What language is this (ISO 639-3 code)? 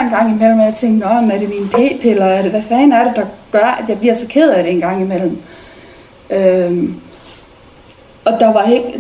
dan